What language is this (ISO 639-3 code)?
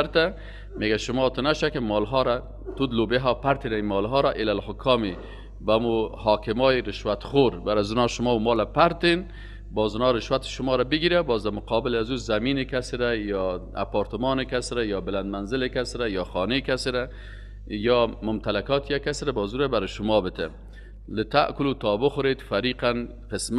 fas